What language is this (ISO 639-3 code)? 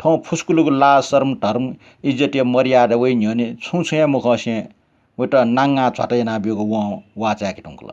new